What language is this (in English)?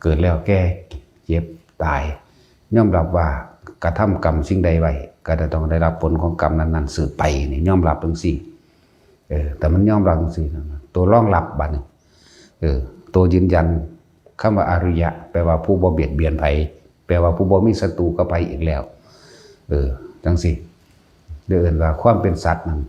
Lao